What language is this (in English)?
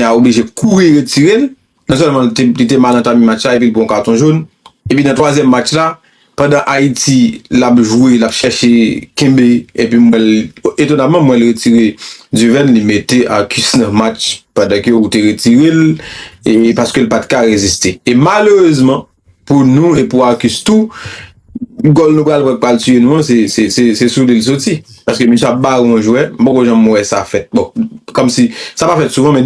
Haitian Creole